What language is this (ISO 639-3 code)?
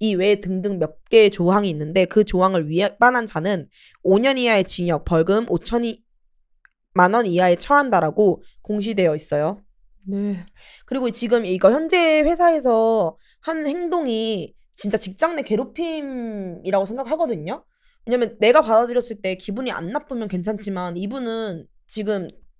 kor